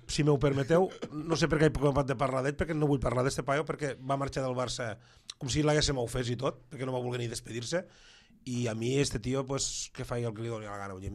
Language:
Catalan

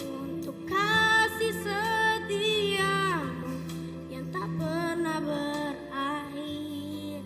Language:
Nias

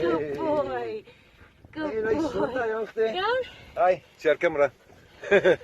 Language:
Welsh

